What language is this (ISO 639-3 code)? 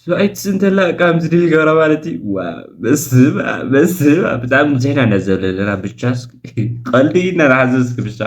tir